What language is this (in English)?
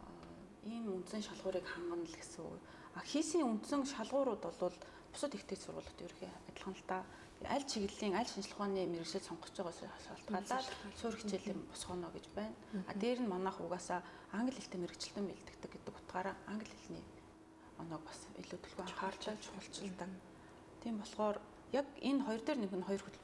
Mongolian